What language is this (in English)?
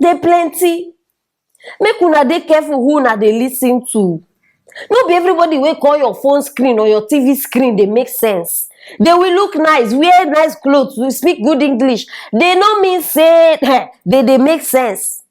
Nigerian Pidgin